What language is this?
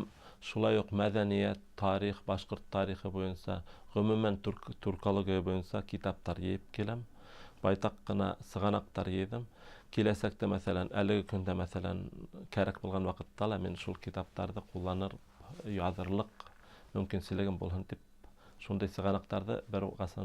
Bashkir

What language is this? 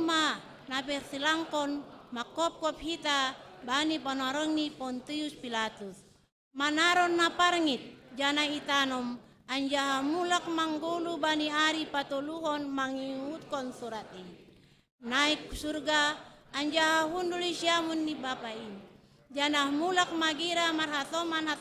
Batak Simalungun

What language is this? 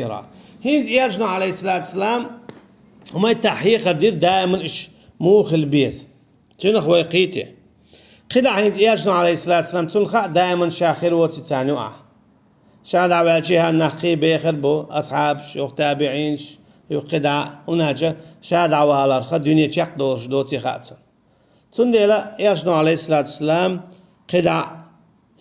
Chechen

